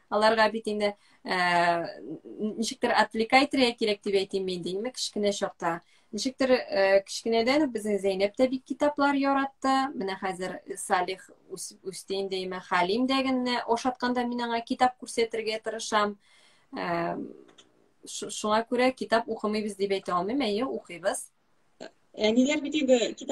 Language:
Tatar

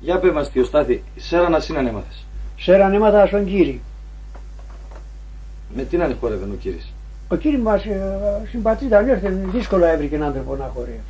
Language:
Pontic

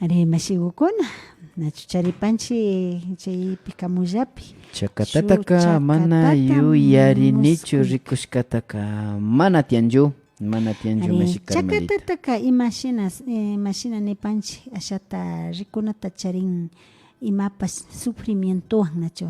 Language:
Imbabura Highland Quichua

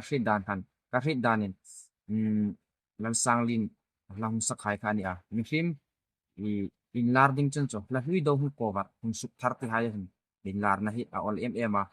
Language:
Hmar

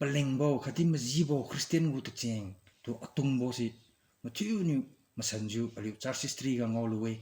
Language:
Liangmai Naga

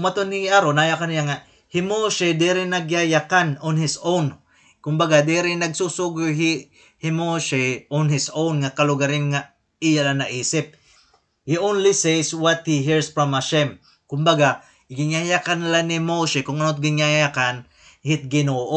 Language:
Waray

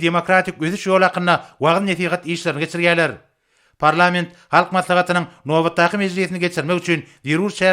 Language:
Turkmen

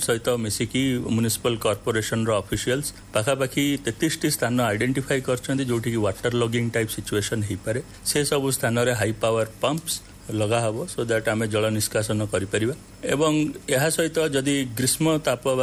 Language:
Odia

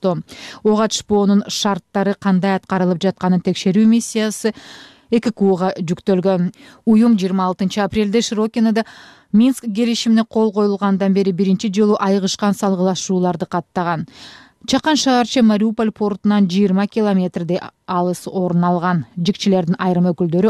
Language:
Kyrgyz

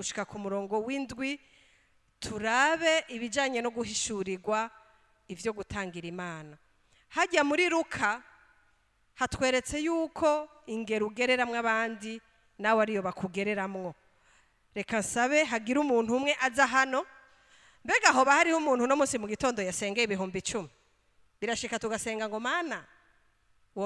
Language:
Rundi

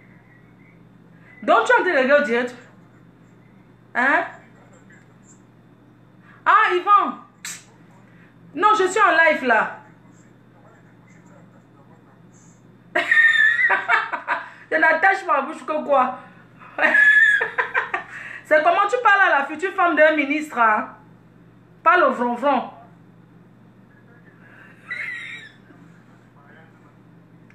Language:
French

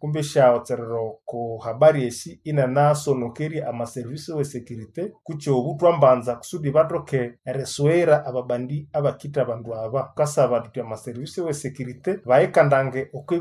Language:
Nande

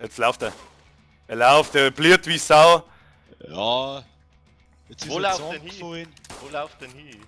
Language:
Bavarian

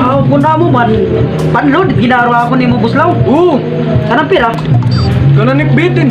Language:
Waray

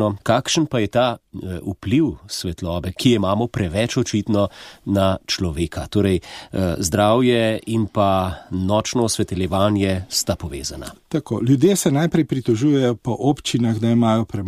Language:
Slovenian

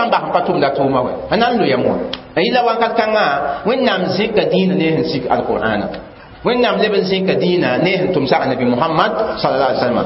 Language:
Mossi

